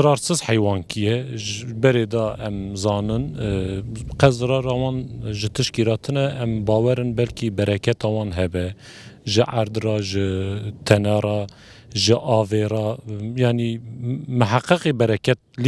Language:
Kurdish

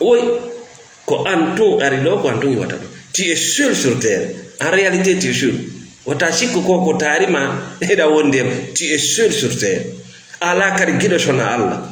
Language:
Fula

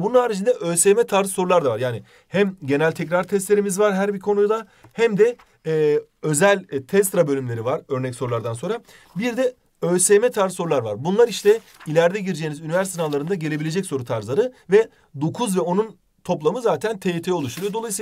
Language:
Turkish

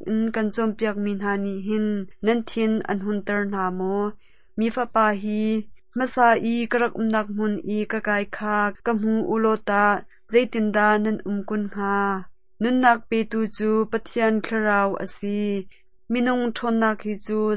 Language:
Hakha Chin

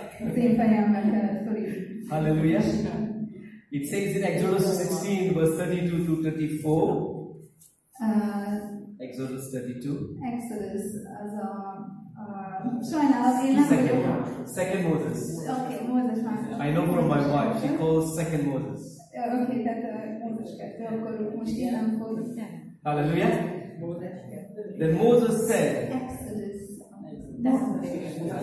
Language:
Hungarian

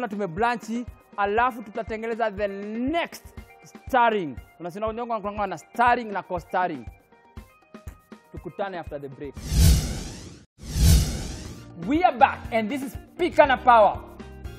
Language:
Swahili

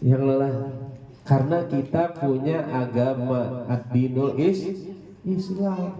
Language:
Banjar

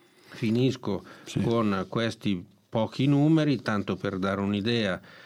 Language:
Italian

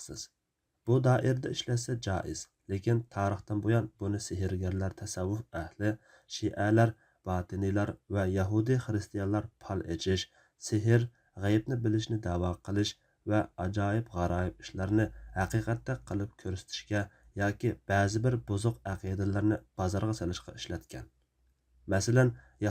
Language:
Uyghur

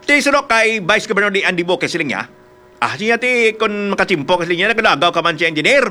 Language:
Hiligaynon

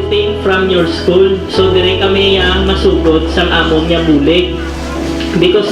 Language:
Hiligaynon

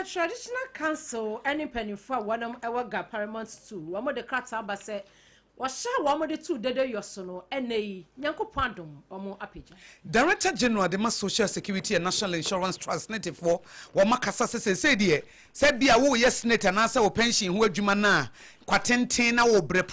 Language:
Akan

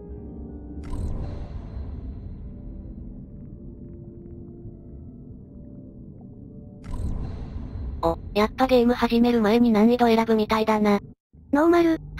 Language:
Japanese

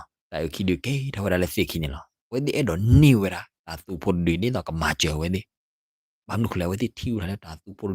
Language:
S'gaw Karen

